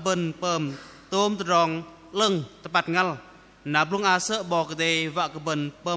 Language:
Bahnar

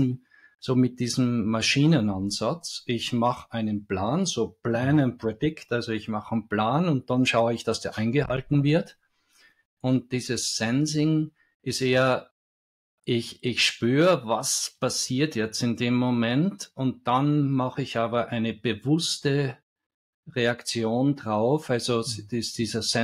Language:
German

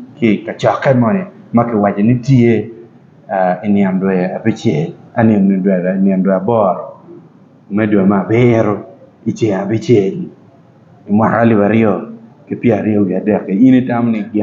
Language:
Acoli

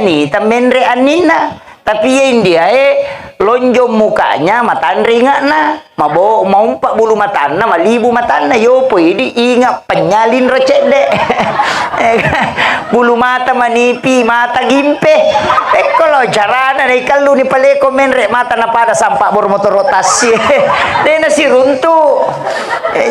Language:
Buginese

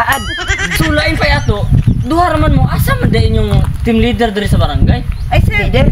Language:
Cebuano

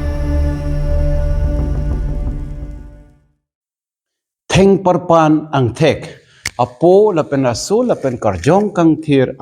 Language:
Karbi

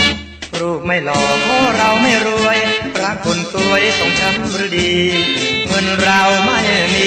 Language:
Thai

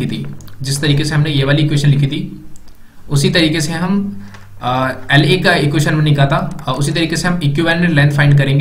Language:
Hindi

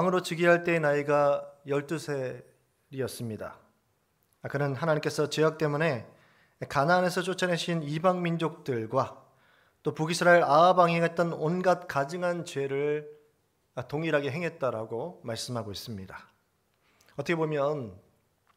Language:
Korean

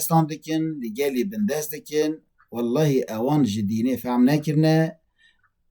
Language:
Kurdish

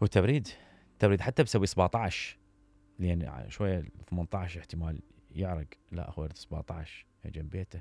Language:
Mesopotamian Arabic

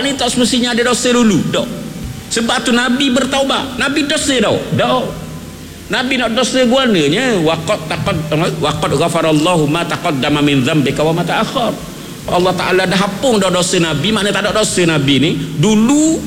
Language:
Malay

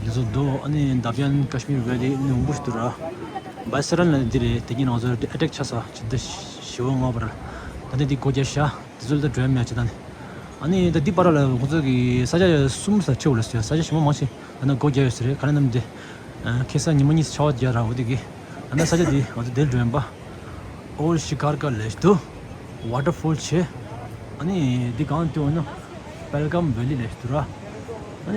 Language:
Tibetan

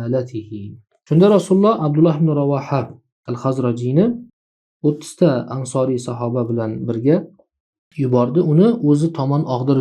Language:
Uzbek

